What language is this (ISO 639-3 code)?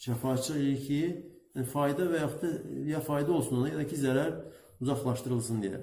aze